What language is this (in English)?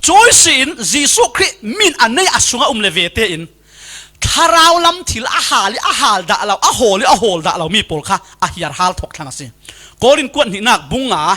Falam Chin